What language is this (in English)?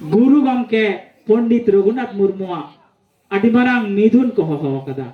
Santali